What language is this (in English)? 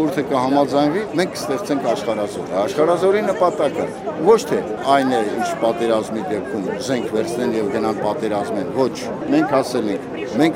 Armenian